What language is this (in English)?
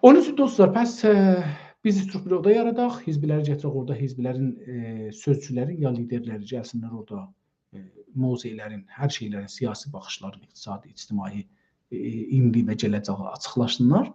South Azerbaijani